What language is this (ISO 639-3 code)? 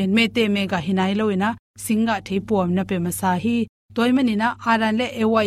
ctd